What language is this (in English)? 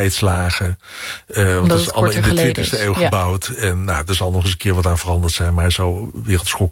Dutch